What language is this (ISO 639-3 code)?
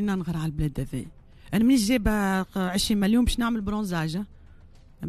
aeb